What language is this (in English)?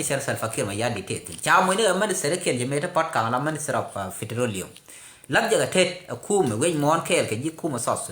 Nuer